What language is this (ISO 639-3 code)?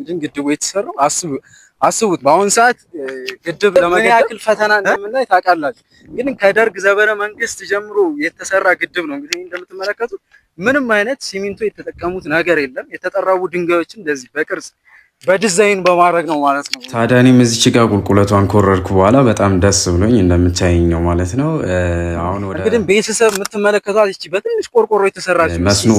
amh